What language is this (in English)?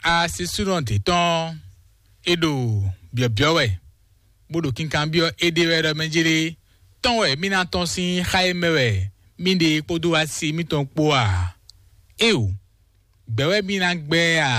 Fon